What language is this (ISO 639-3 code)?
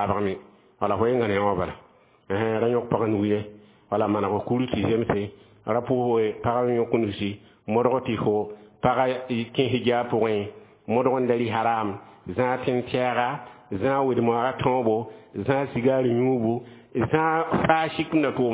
mos